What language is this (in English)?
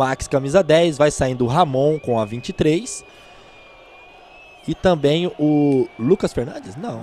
Portuguese